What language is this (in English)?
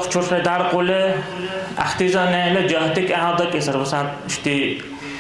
Dargwa